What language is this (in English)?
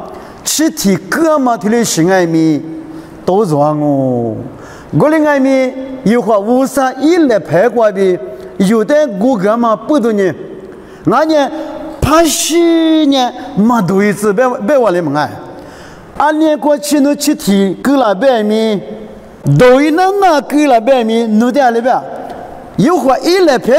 Lisu